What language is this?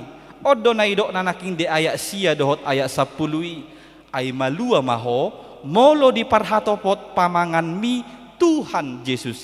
Batak Toba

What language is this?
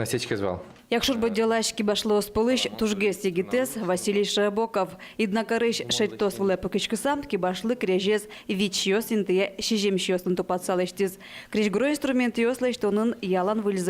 Udmurt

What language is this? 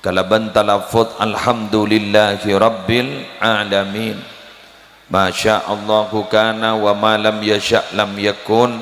Madurese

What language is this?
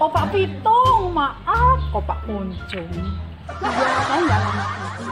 Betawi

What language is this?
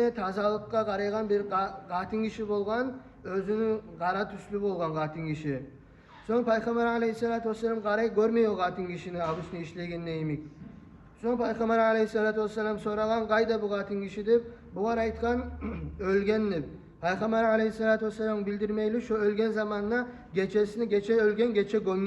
Kumyk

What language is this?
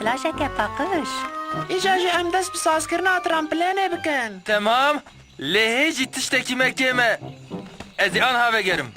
Kurdish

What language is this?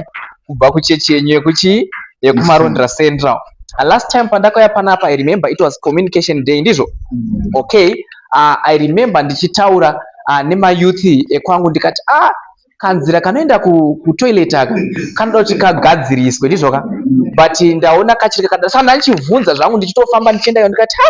Shona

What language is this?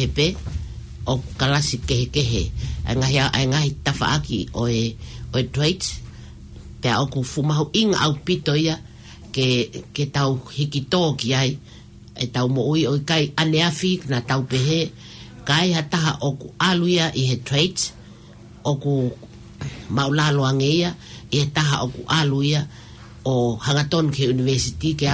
Tongan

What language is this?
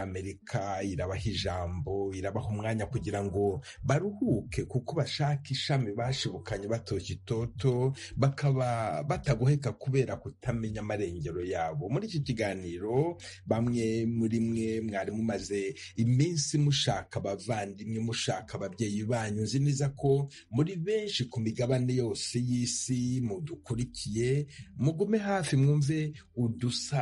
Kinyarwanda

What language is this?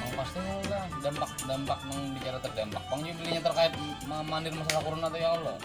Banjar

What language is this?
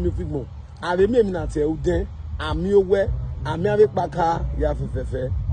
Bini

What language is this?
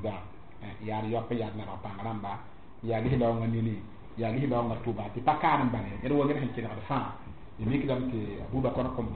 Mossi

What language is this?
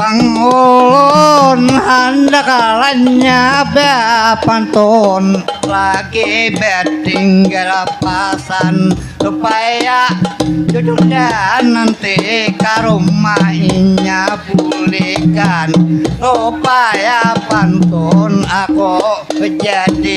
Banjar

